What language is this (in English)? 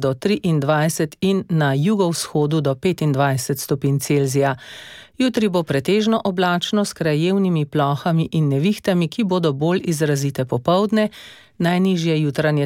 Slovenian